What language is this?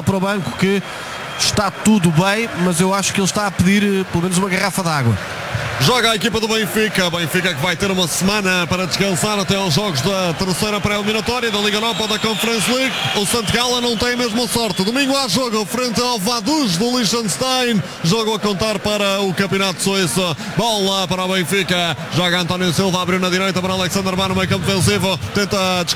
Portuguese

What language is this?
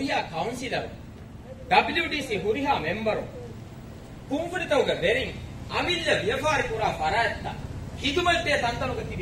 Divehi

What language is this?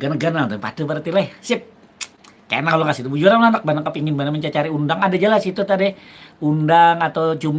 Banjar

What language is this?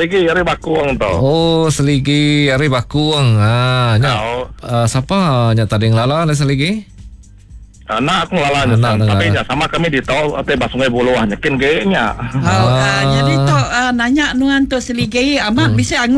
Iban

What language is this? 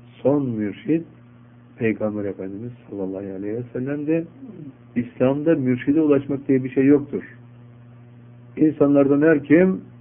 Turkish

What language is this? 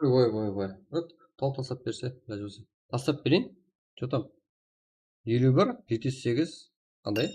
Kara-Kalpak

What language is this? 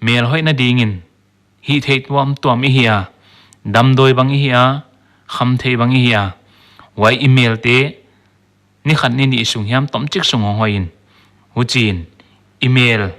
Paite Chin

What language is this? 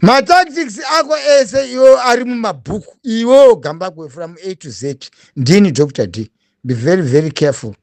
Shona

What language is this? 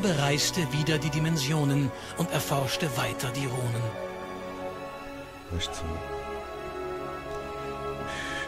German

